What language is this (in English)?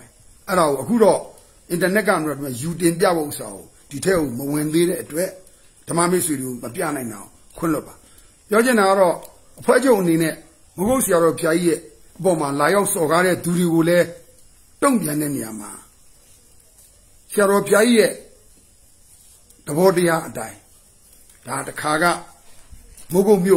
Burmese